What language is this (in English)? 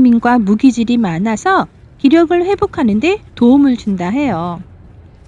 Korean